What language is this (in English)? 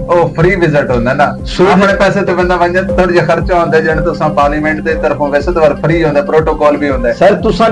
Saraiki